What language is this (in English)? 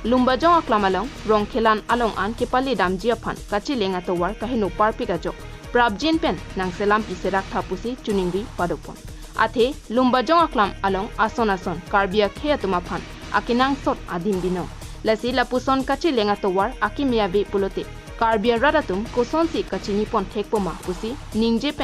Karbi